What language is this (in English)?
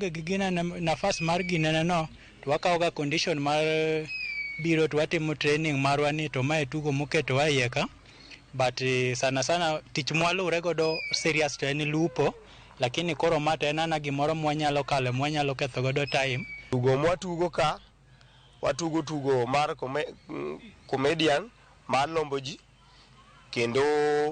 Luo (Kenya and Tanzania)